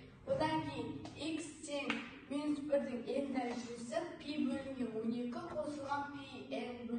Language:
Kazakh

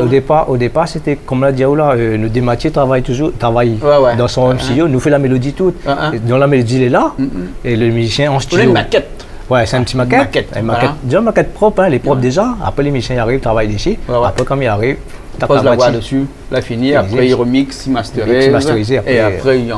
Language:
Réunion Creole French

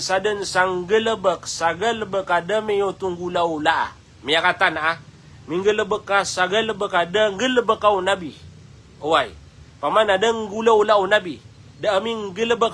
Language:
Maranao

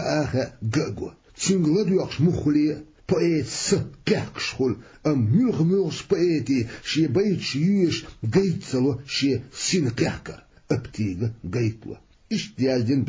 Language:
Chechen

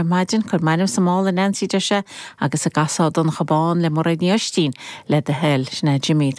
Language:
Irish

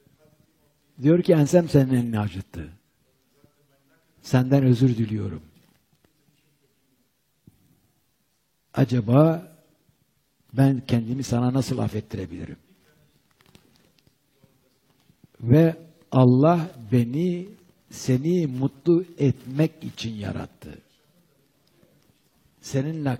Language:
Turkish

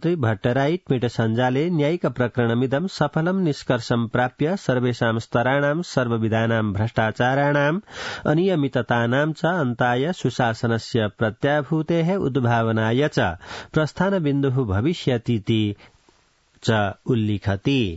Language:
Sanskrit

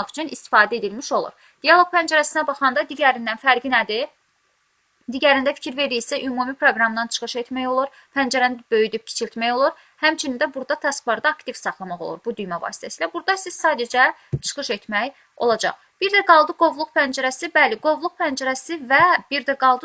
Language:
Azerbaijani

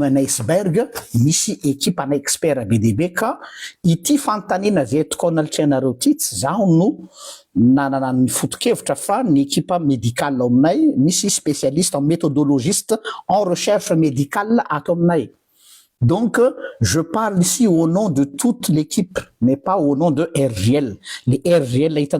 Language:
Malagasy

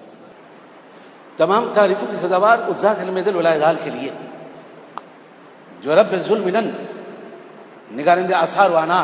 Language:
Urdu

